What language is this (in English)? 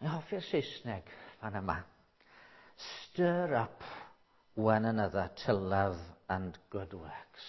Welsh